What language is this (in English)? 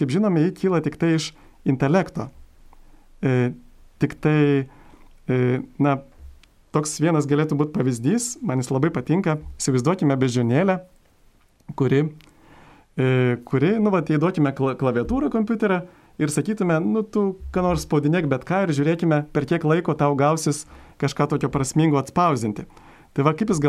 Lithuanian